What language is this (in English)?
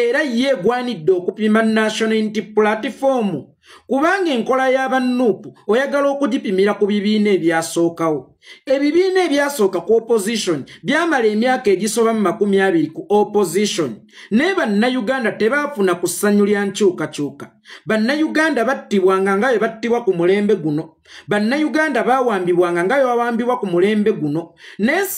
Ganda